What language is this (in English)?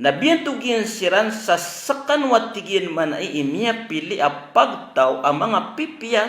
Maranao